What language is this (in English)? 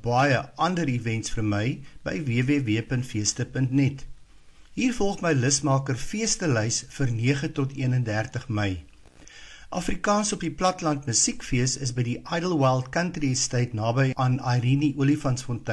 Afrikaans